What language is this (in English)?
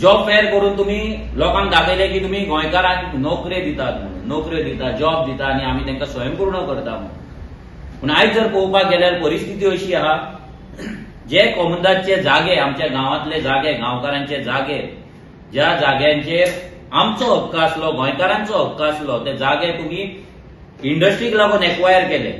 Konkani